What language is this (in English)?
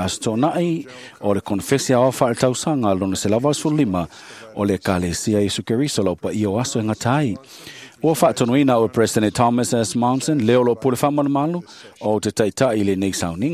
Samoan